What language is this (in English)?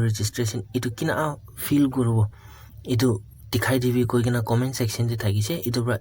Naga Pidgin